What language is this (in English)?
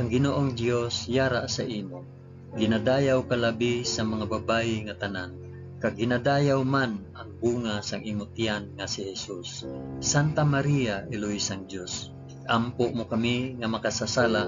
Hiligaynon